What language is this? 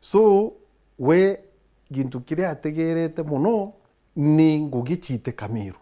Meru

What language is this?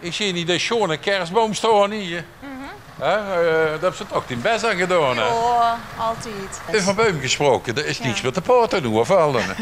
Limburgish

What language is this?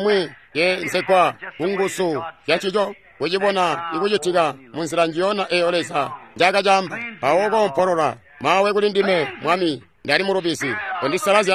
Tonga (Zambia)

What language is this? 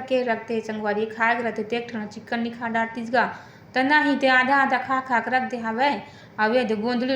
Chhattisgarhi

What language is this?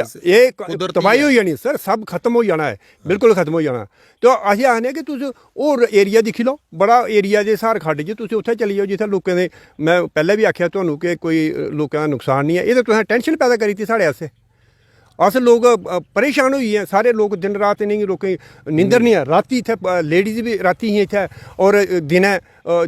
Dogri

